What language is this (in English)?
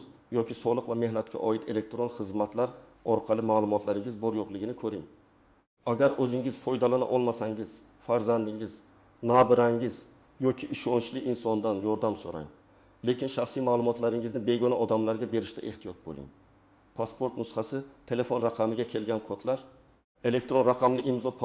Uzbek